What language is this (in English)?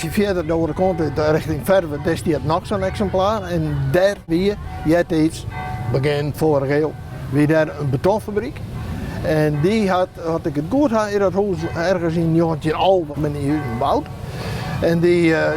Western Frisian